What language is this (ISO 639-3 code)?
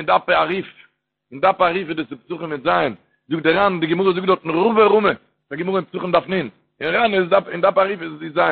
yid